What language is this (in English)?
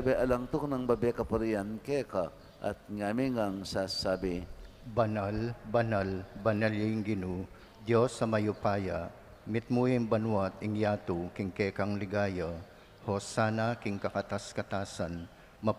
Pampanga